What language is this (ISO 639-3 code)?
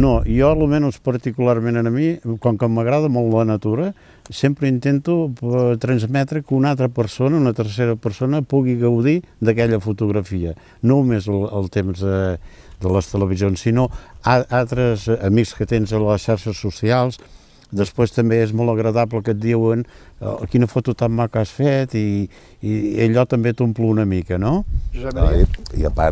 cat